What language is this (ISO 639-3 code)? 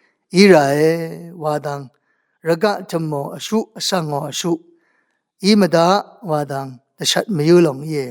raw